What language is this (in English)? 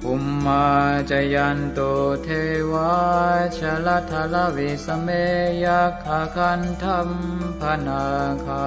Pali